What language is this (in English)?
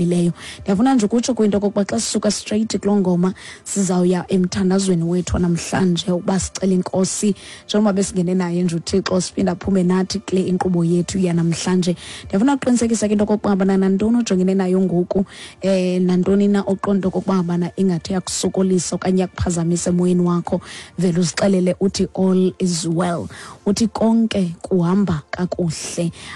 Xhosa